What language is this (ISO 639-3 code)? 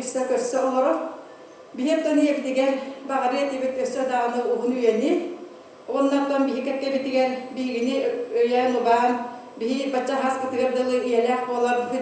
sah